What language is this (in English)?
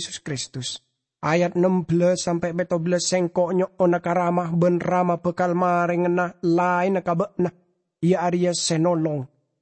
Madurese